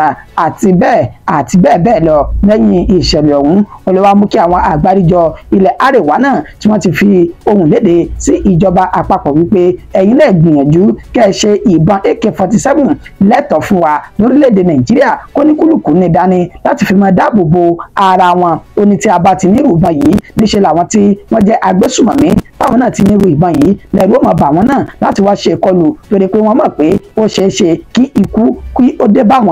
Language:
Yoruba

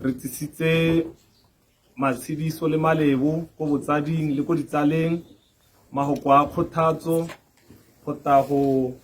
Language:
Tswana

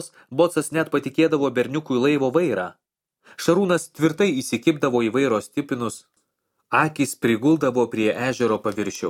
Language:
Lithuanian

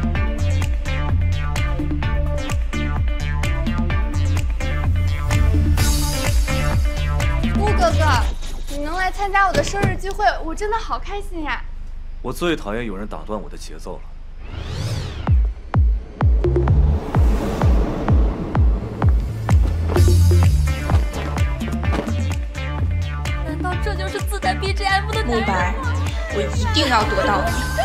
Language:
Chinese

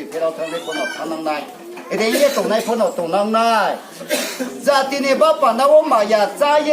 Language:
Riang (India)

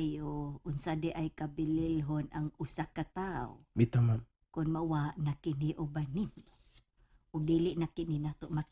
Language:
Cebuano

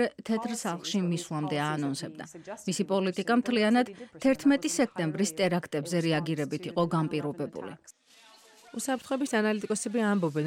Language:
Georgian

